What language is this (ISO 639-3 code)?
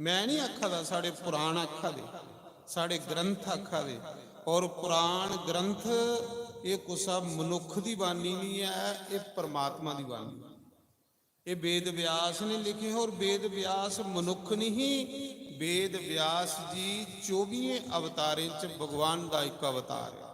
doi